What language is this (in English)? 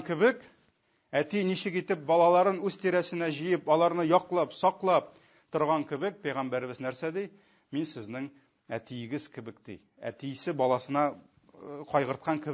Tatar